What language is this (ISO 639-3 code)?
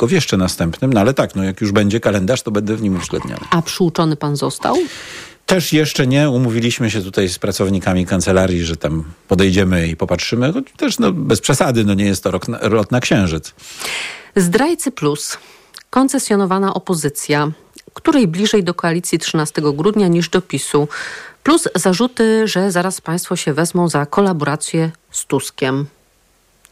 pol